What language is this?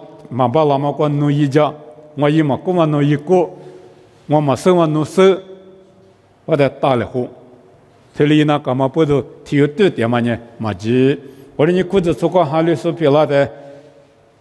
Lisu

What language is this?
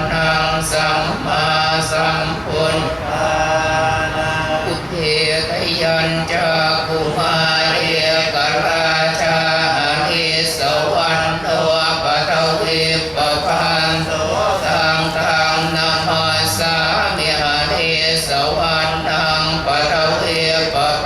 Pali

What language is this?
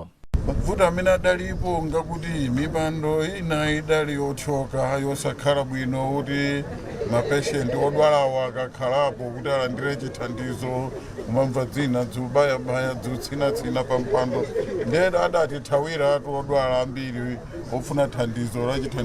Nyanja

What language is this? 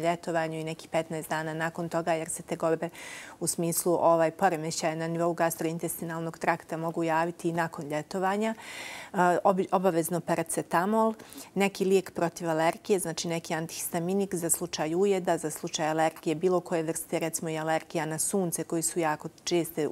Bosnian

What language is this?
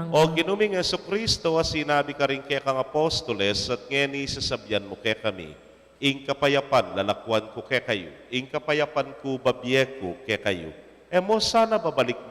Pampanga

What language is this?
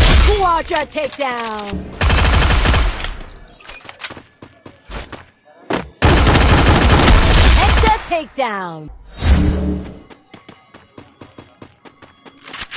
English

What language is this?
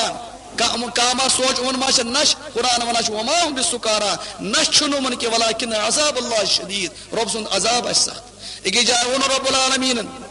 Kashmiri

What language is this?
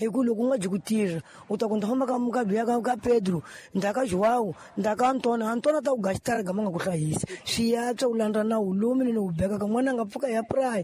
Tsonga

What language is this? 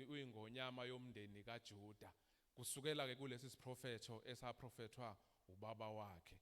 Zulu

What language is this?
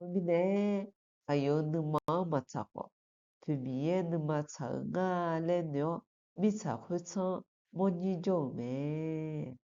Akha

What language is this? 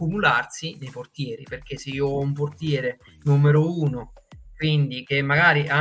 Italian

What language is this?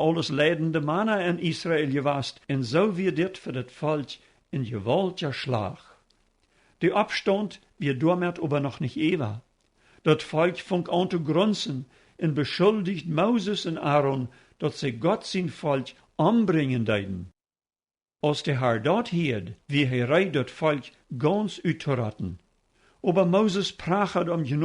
Plautdietsch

